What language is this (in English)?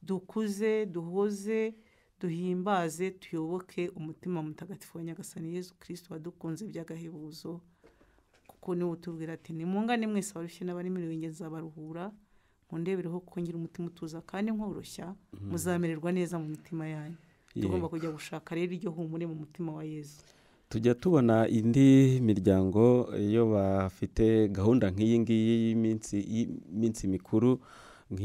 Kinyarwanda